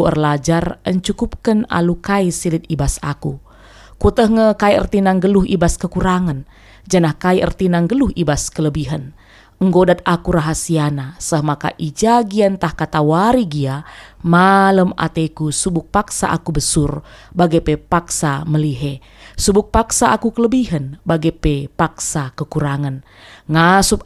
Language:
Batak Karo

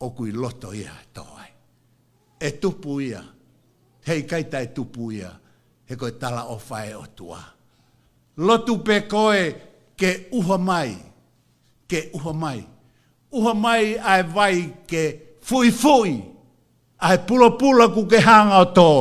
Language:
Tongan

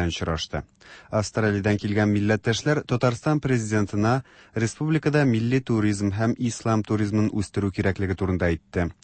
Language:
Tatar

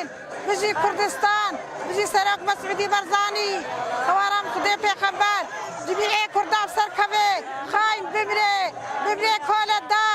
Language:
Kurdish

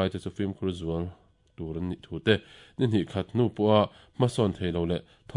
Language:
Mizo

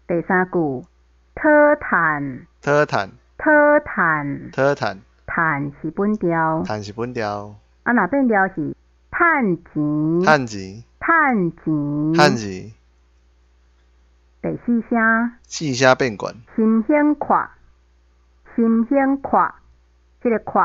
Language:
Min Nan Chinese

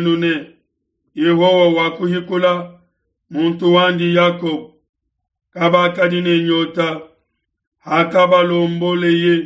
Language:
Luba-Lulua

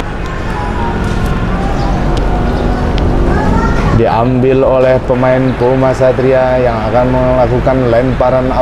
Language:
Indonesian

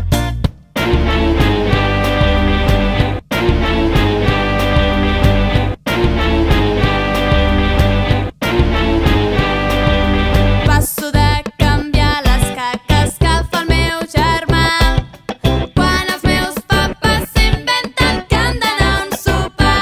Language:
Catalan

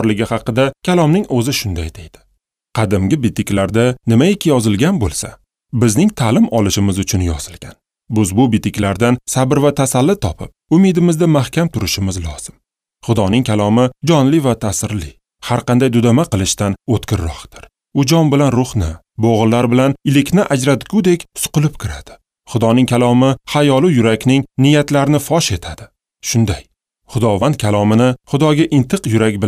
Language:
Uzbek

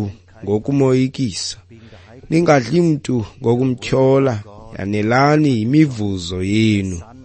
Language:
Xhosa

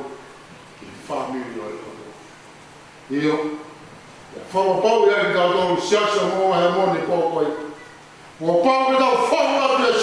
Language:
Tongan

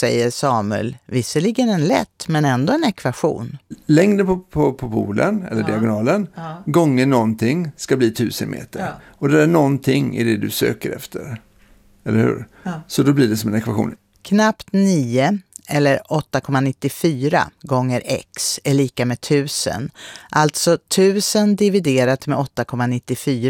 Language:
Swedish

